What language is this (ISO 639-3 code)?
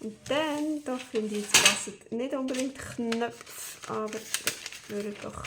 gsw